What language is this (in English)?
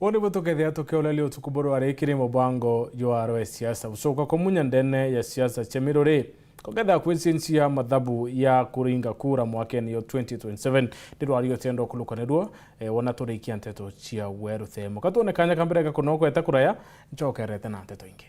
Meru